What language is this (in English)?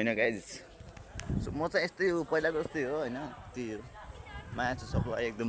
Nepali